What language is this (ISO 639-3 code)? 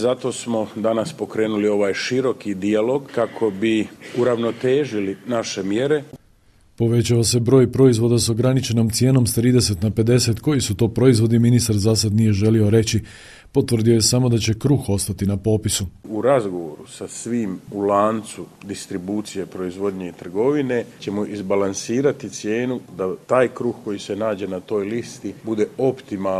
hrv